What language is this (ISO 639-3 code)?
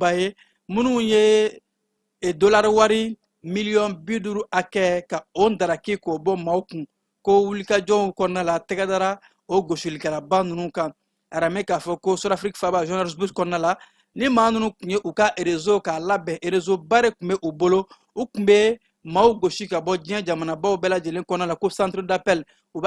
bam